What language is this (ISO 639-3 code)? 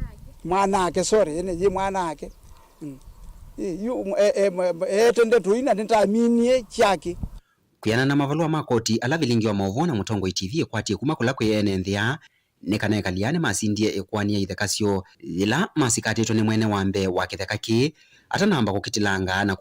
kam